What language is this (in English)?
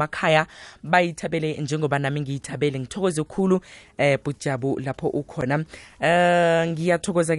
South Ndebele